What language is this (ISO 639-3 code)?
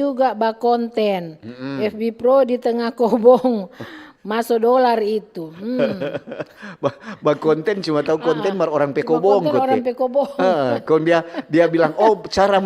xmm